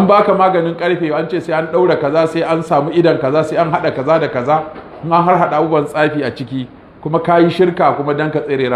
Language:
Hausa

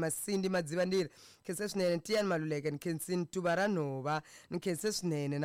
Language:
Tsonga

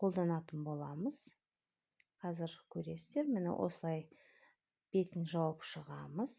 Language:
Kazakh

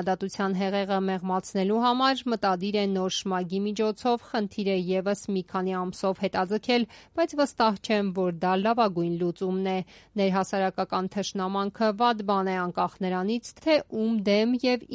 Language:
Armenian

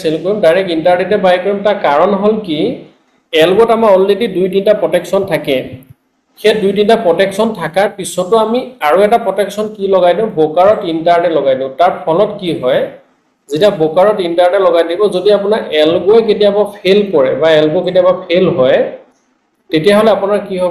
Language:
Assamese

